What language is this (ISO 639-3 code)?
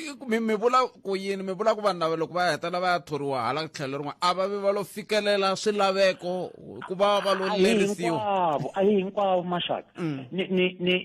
tso